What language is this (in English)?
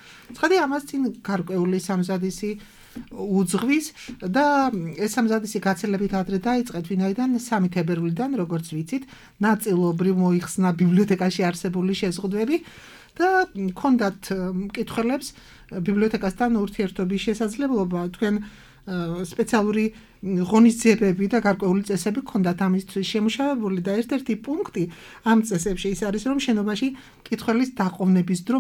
Georgian